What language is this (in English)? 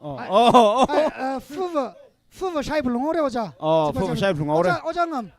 Tangkhul Naga (India)